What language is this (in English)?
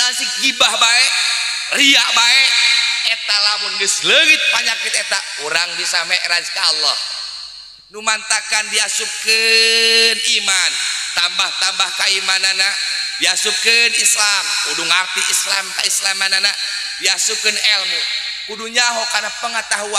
Sundanese